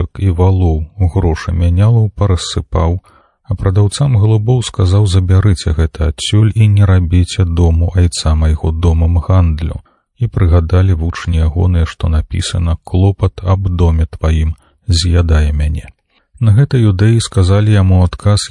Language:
Belarusian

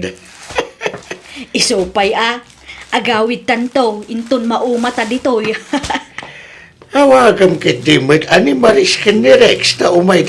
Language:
Iloko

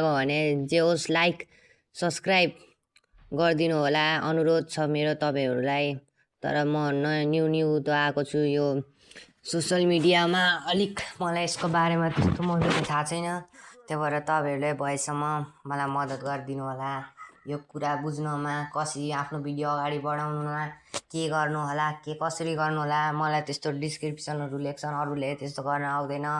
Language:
Nepali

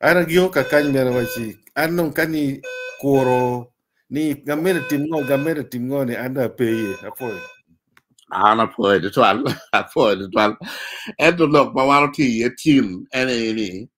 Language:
Acoli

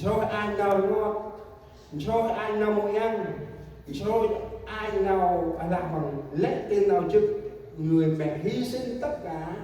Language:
Central Mnong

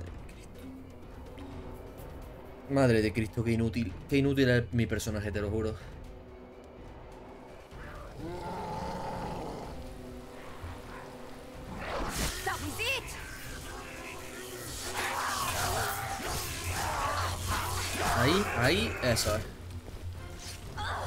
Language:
Spanish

